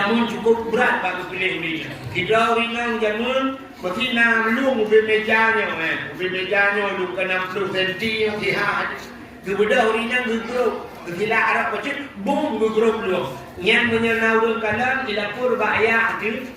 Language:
Achinese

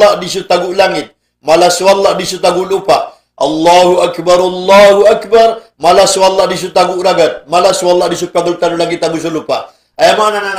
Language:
Maranao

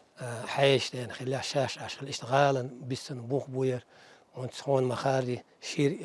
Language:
Chechen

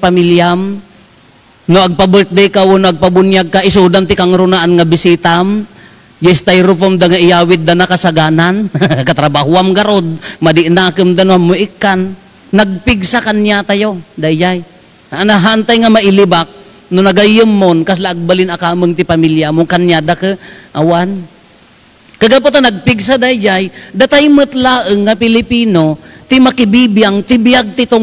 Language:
Iloko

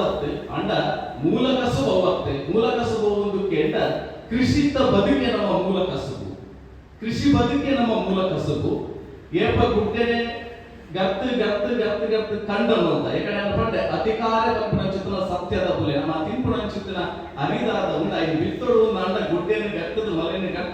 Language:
Tulu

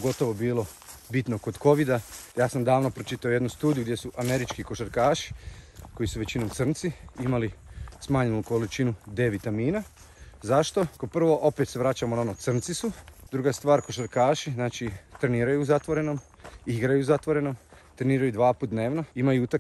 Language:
Croatian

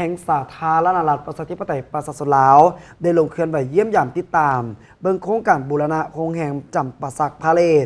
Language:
Lao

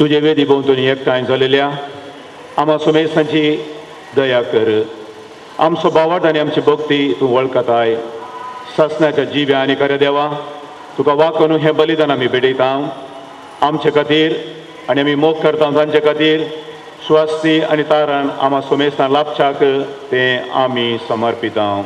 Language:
Konkani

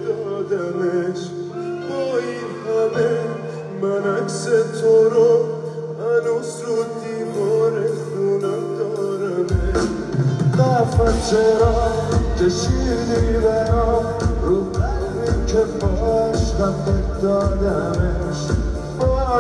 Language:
Persian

